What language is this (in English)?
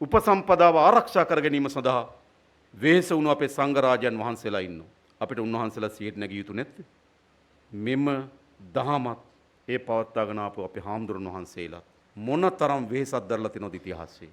Sinhala